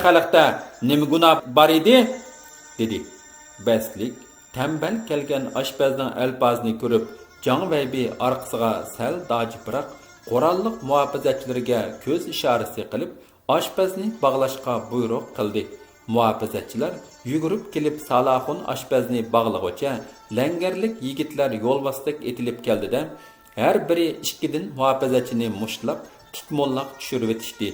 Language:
Uyghur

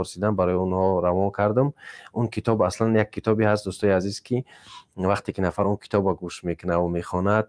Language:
Tajik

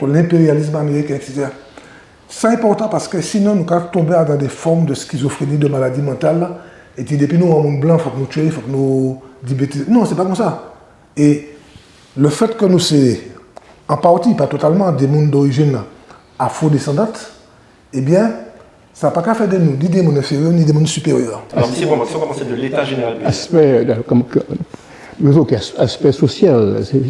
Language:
Guadeloupean Creole French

